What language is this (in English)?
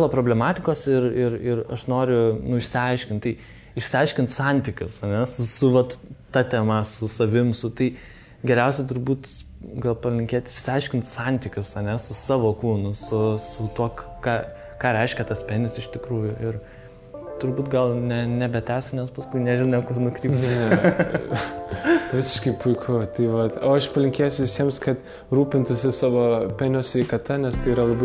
Lithuanian